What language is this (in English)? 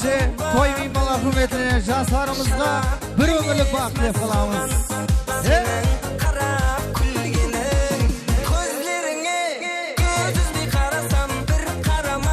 Kara-Kalpak